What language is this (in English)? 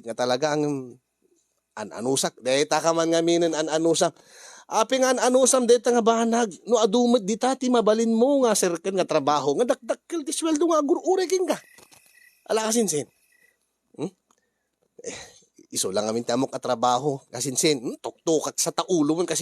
Iloko